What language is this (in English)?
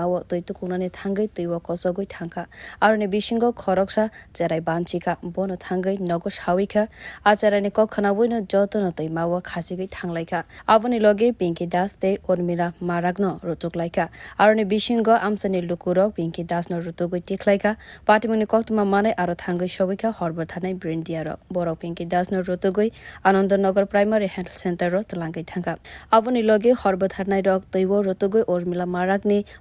Kok Borok